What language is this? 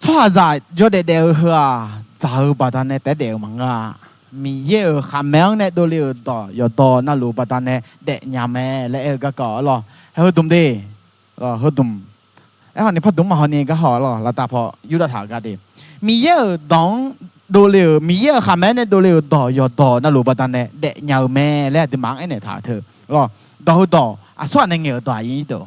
Akha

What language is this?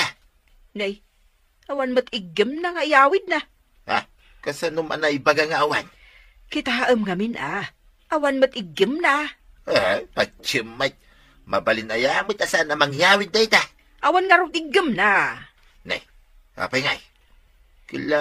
Iloko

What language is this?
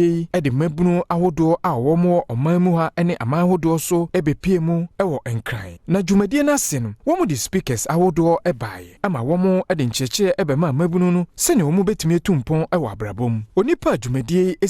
Akan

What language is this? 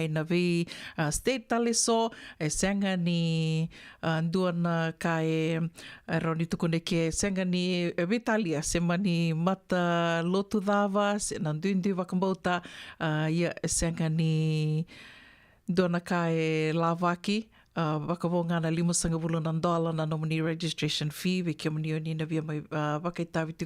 Fijian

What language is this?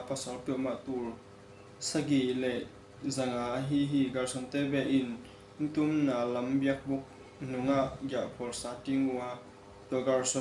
Tedim Chin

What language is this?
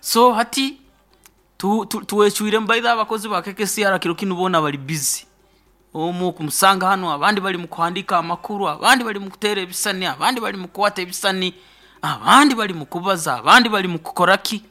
Nyoro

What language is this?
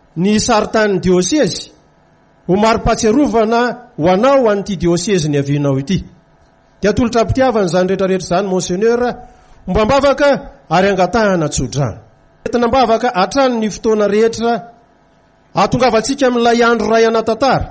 Malagasy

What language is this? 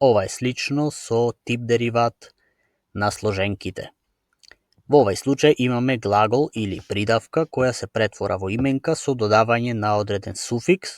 Macedonian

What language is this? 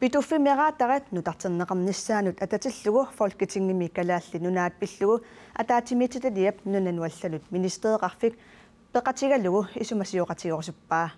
Kalaallisut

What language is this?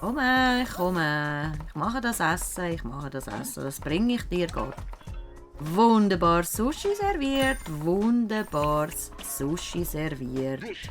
Swiss German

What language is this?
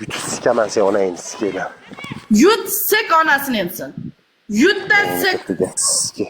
Uzbek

